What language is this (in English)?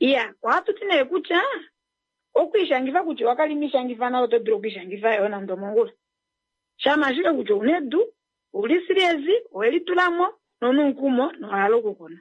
Kuanyama